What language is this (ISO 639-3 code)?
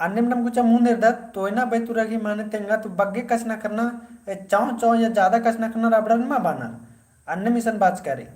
kru